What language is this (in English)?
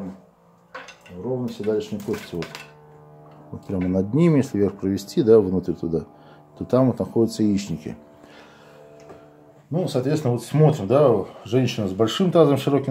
Russian